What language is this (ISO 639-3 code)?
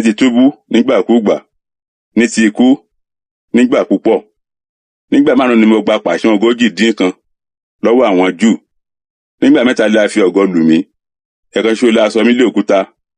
yor